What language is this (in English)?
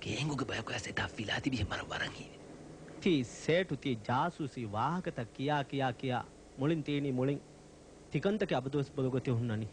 Divehi